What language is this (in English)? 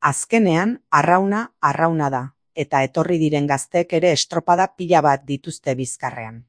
Basque